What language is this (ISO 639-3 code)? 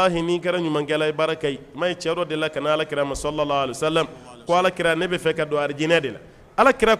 bam